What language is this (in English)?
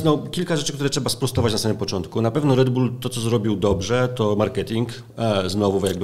Polish